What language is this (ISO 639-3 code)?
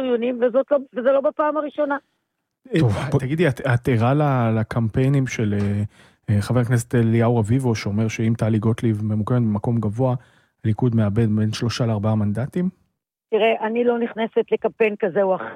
heb